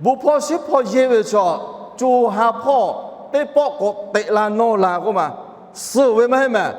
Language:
Lahu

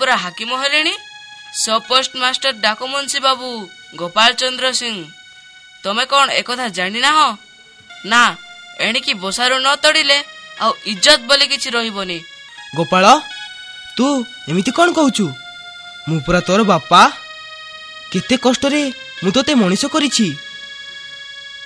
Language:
Odia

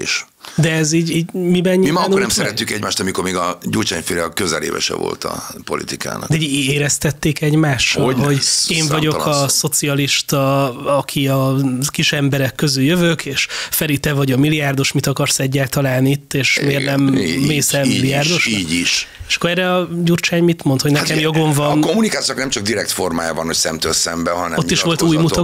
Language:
Hungarian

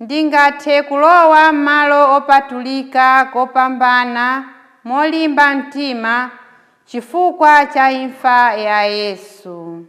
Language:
Nyanja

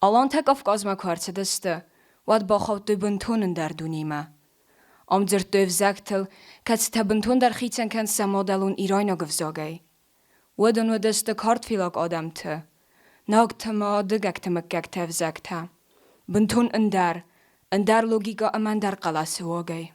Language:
Ossetic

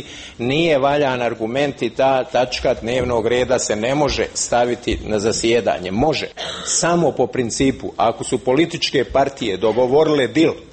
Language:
Bosnian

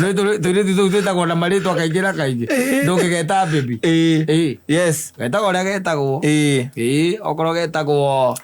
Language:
Kikuyu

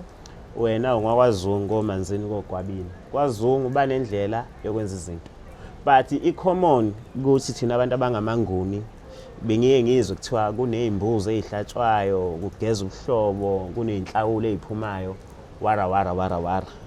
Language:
Zulu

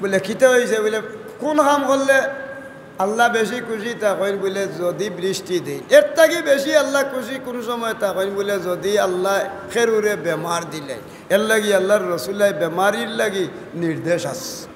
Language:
Sylheti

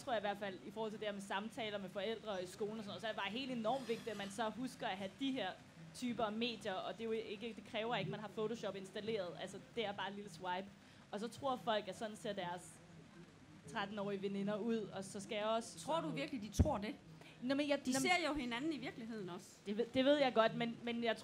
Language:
Danish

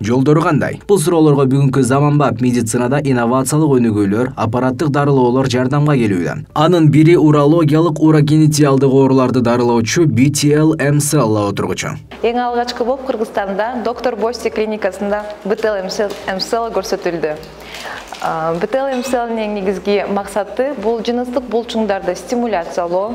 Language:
Kyrgyz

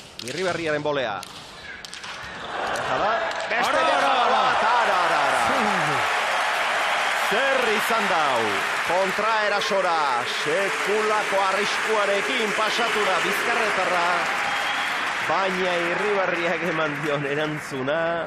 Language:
Basque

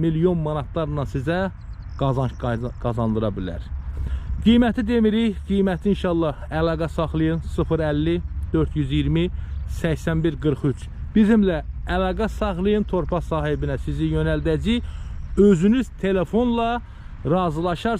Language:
Azerbaijani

